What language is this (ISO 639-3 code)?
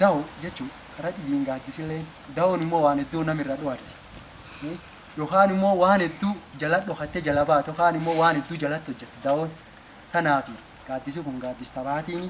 orm